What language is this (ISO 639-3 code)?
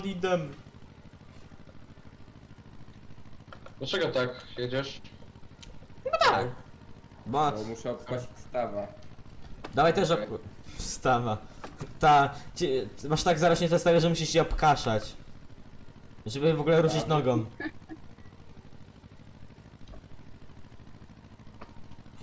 pol